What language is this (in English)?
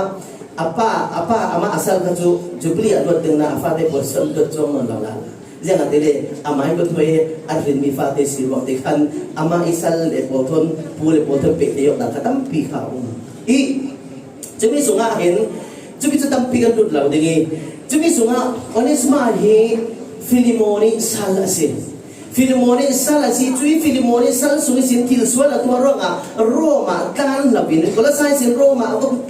Falam Chin